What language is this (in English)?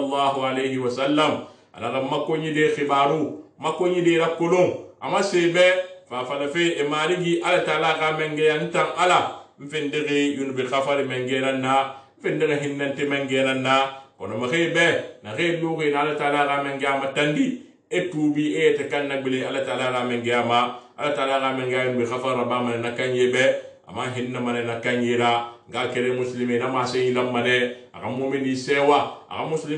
Susu